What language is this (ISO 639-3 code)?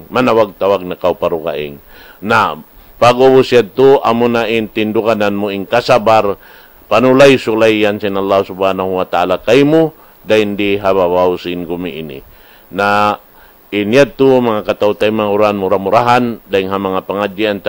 tsg